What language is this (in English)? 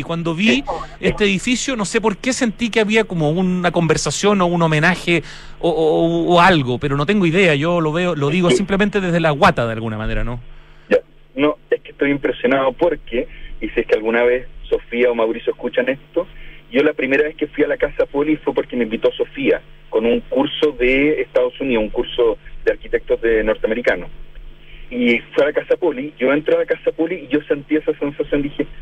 Spanish